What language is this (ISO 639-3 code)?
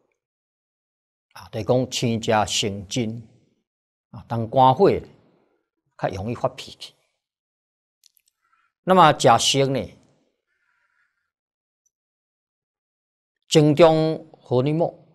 zho